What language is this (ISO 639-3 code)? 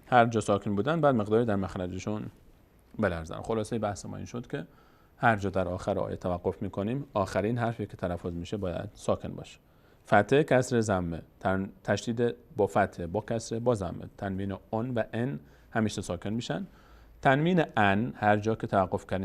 fas